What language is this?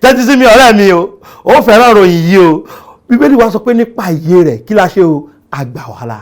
Yoruba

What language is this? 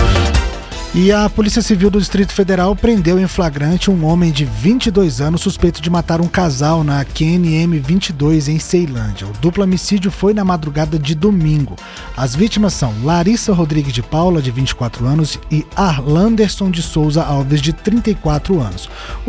Portuguese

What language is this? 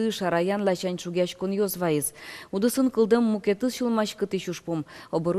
Udmurt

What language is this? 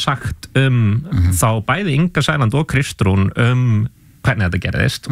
Icelandic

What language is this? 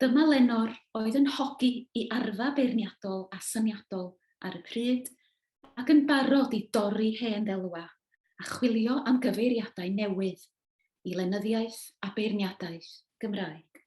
Welsh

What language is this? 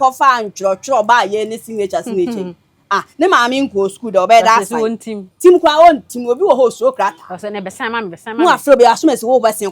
Akan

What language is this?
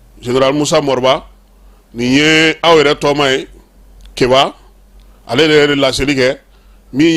Bambara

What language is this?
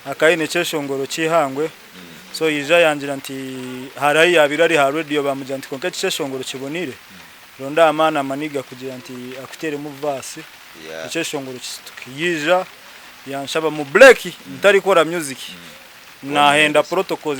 Nyankole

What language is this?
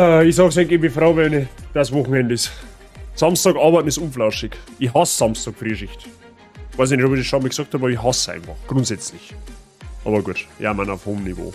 Bavarian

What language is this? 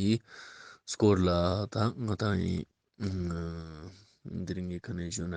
Ladakhi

